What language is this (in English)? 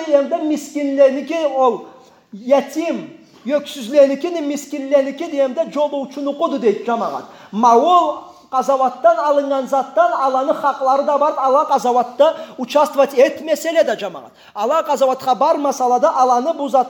Karachay-Balkar